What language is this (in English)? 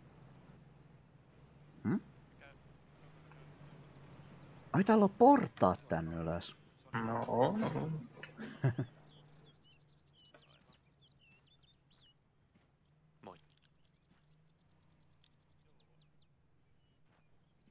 Finnish